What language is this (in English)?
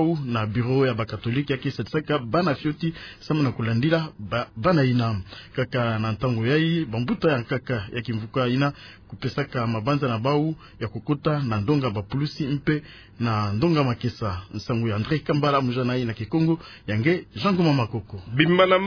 Kituba (Democratic Republic of Congo)